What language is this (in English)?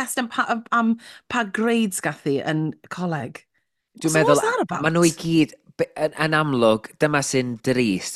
Welsh